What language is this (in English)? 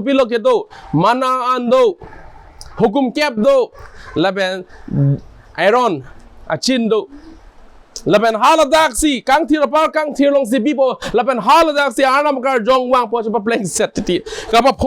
Karbi